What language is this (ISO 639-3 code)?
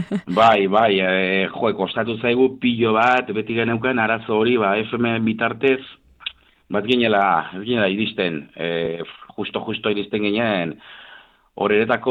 eus